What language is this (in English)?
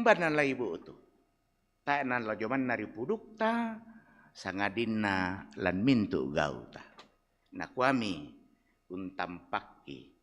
Toraja-Sa'dan